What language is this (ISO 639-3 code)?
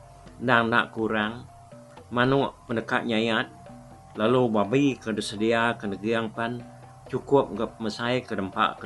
iba